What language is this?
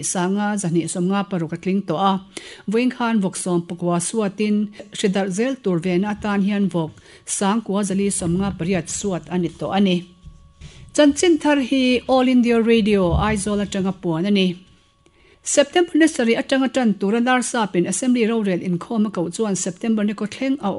Mizo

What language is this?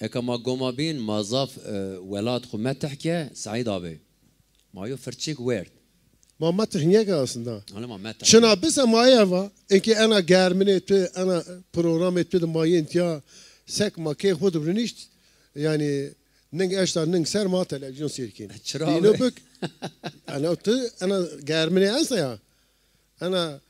Zaza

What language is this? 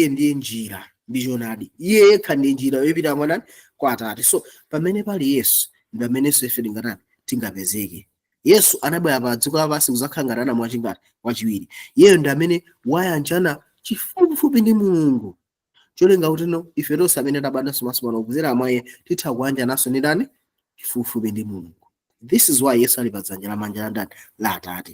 Nyanja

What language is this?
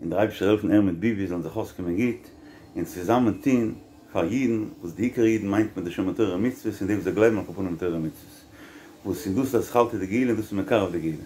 Yiddish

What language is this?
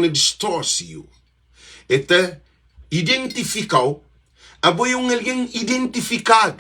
Kabuverdianu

